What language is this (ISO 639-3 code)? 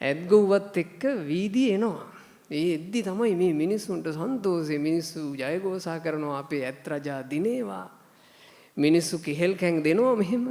sin